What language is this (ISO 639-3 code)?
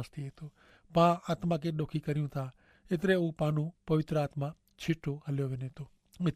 kfr